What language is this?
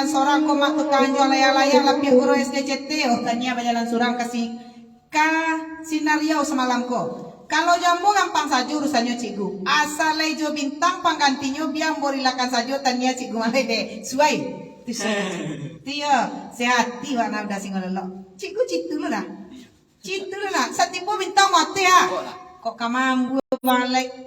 Minangkabau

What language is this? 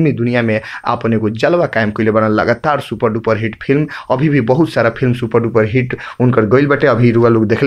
Bhojpuri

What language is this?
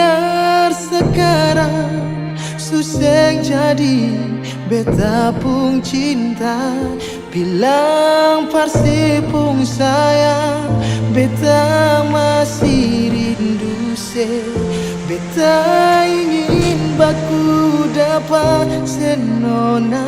Ambonese Malay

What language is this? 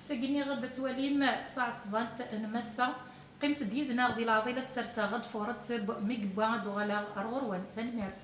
Kabyle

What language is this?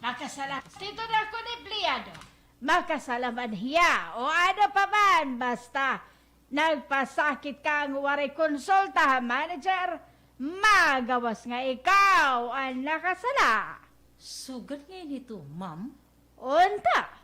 Waray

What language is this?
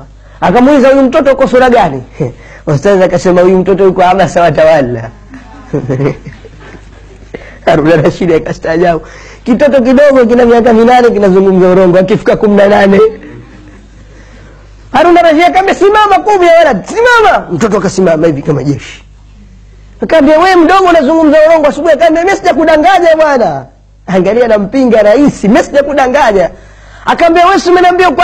Swahili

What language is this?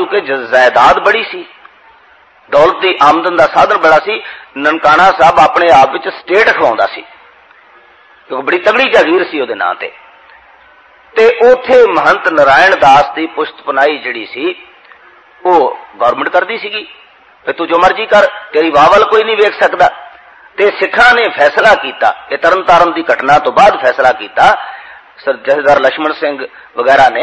Punjabi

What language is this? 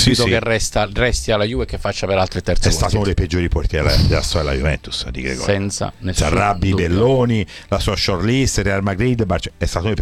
Italian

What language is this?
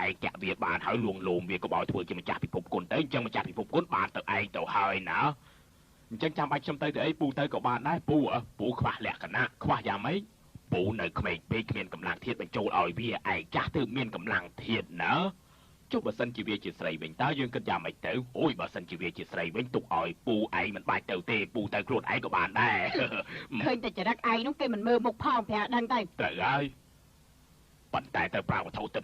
Khmer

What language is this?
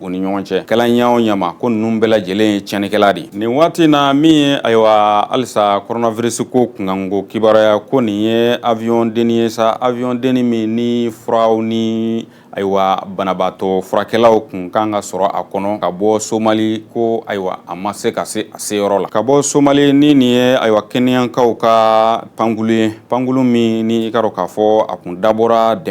Bambara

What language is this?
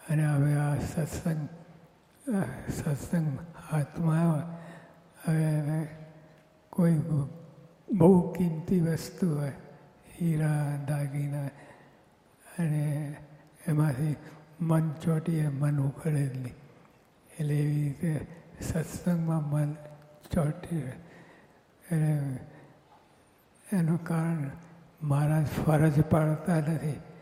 Gujarati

